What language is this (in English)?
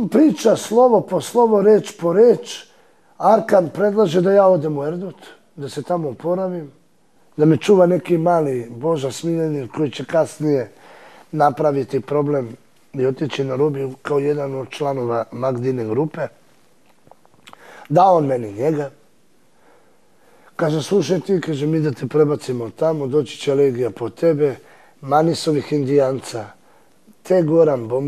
Serbian